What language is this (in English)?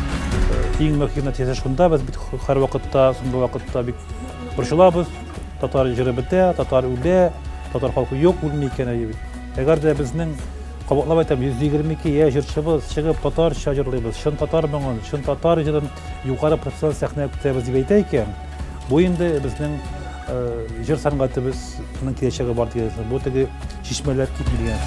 Tatar